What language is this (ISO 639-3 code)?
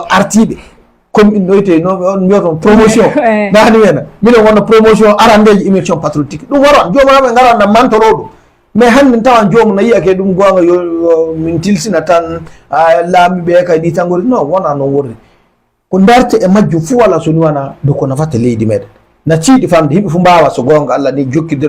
ful